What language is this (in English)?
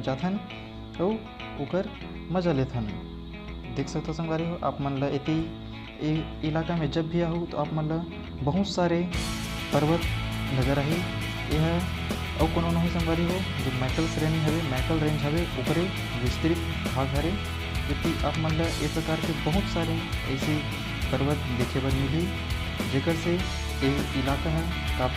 Chhattisgarhi